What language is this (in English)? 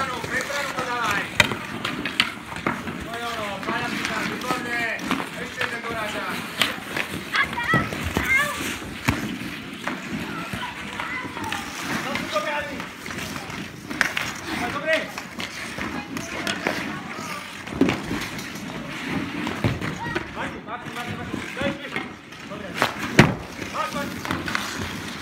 Slovak